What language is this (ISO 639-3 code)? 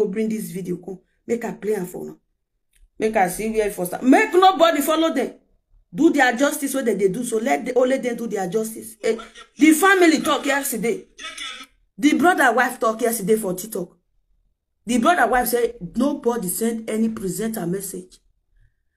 pcm